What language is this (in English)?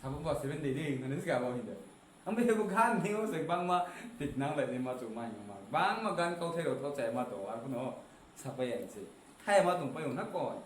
Riang (India)